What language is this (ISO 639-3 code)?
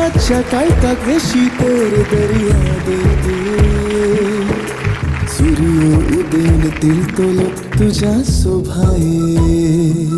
kok